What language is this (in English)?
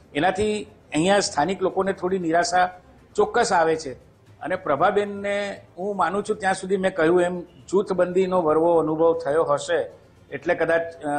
Gujarati